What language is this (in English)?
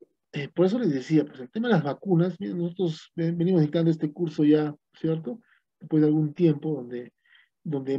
Spanish